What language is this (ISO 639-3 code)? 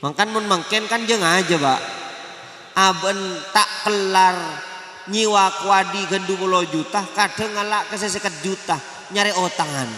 mad